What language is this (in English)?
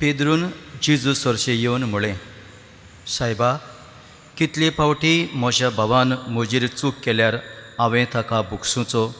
Konkani